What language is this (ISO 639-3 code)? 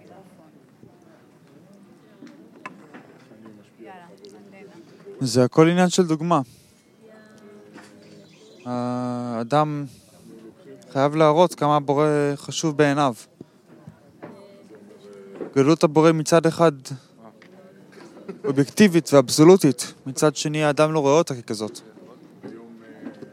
heb